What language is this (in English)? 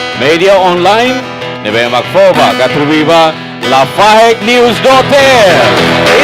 Tetum